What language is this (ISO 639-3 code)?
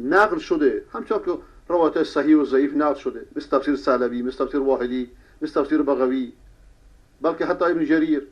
fas